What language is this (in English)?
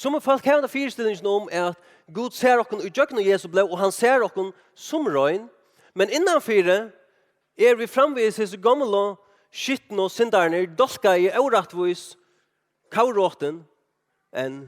Faroese